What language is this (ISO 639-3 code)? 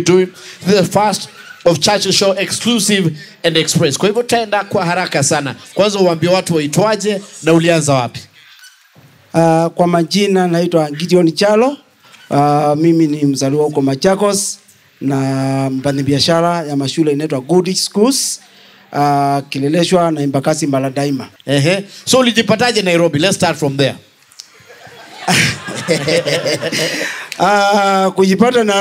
swa